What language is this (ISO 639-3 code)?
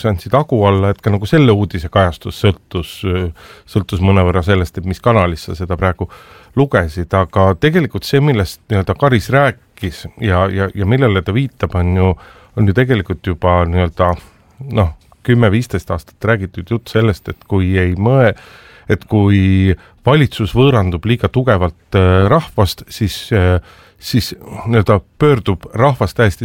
est